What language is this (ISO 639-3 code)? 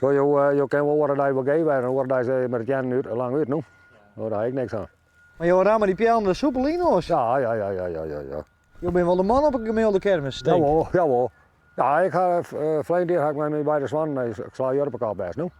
fry